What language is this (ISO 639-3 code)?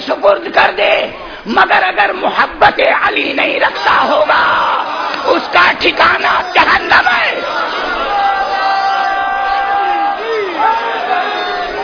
urd